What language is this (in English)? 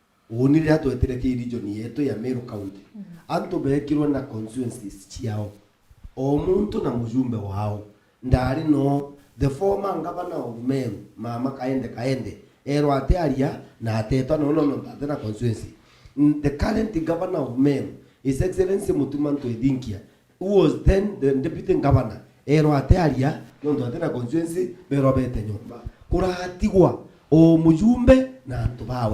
Meru